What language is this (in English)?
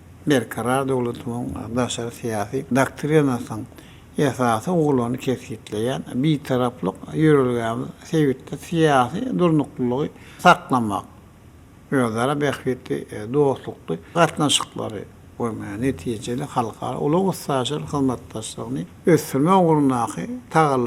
Turkmen